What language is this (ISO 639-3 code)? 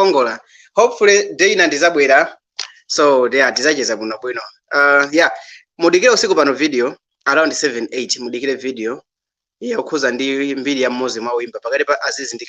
nya